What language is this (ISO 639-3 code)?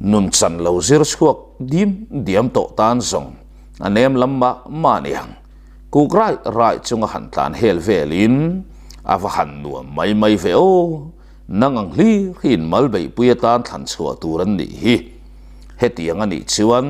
lus